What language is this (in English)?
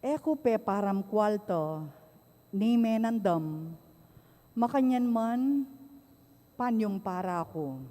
Pampanga